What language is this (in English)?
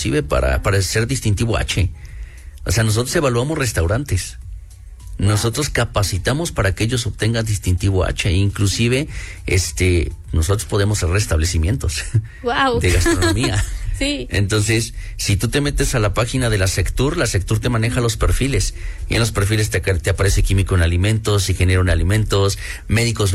Spanish